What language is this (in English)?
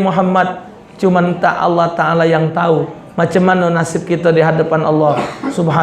Musi